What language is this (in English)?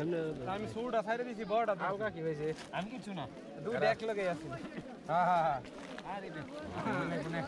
Assamese